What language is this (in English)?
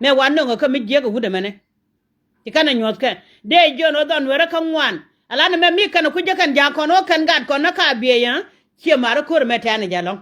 Nuer